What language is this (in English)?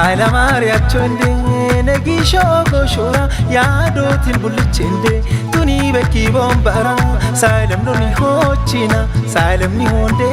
Kafa